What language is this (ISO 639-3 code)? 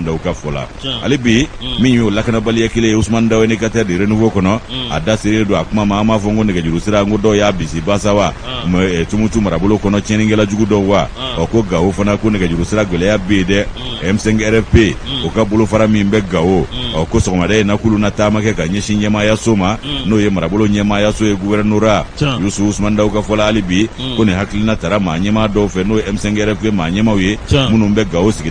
bam